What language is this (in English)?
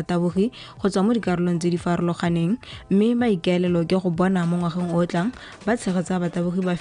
Tswana